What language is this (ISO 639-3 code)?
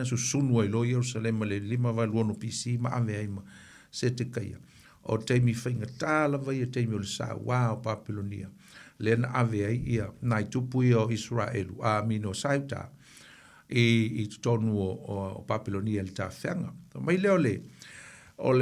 smo